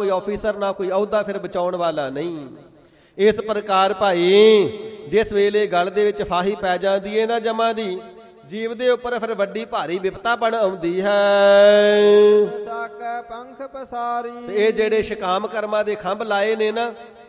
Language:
Punjabi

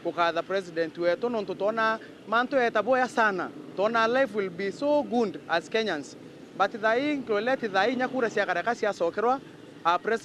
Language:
Meru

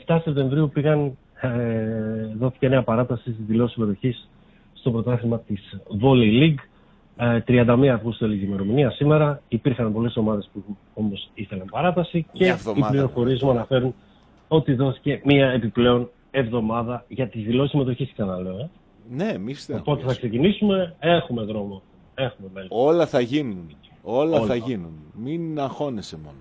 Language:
Greek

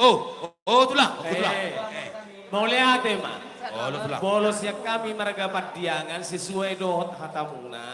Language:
Batak Toba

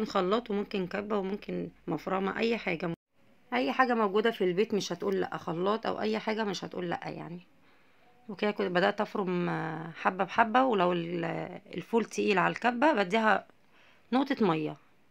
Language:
Egyptian Arabic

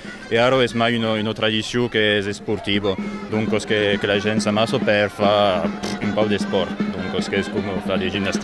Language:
Occitan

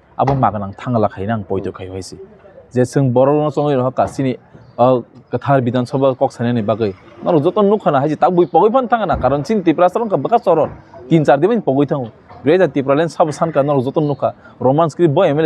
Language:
Kok Borok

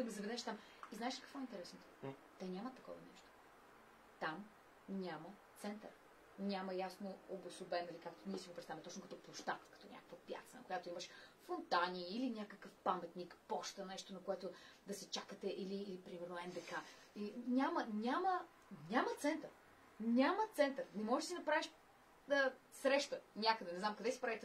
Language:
Bulgarian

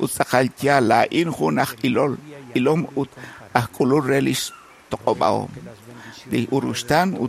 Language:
Kekchí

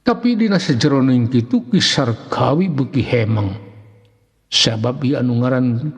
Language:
Sundanese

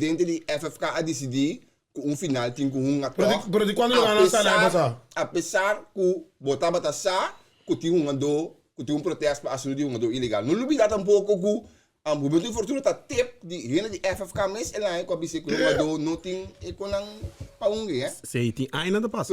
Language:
Papiamento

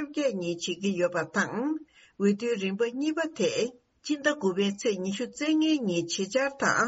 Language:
Tibetan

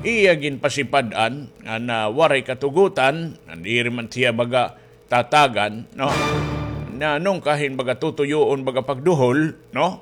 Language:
Waray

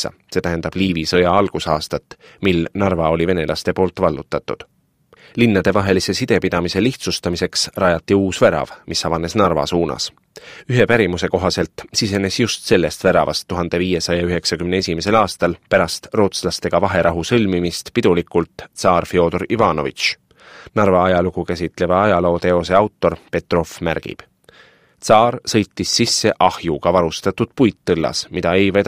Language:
Estonian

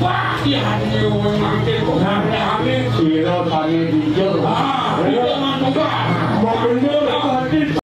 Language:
Balinese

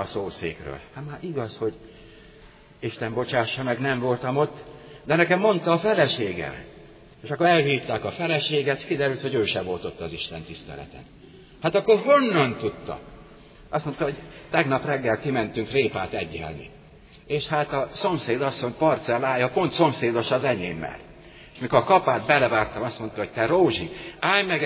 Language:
Hungarian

